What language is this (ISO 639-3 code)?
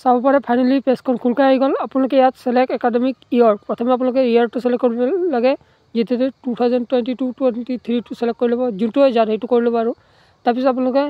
asm